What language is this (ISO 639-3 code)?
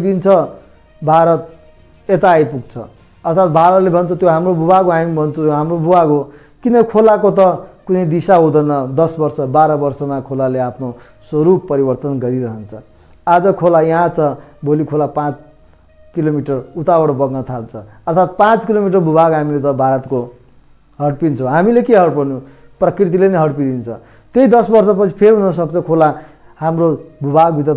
nep